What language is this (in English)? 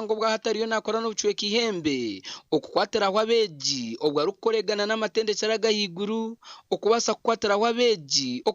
Nyankole